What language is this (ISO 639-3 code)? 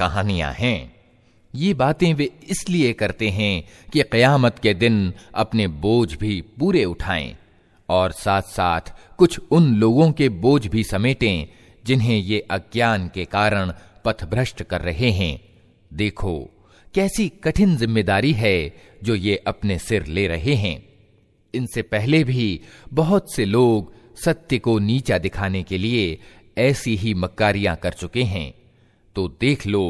hin